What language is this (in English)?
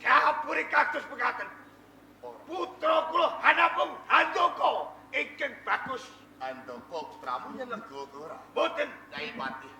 Javanese